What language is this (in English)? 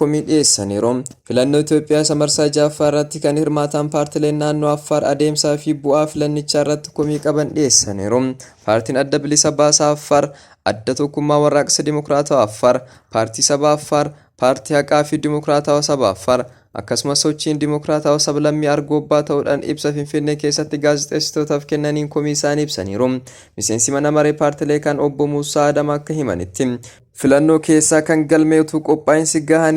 Oromo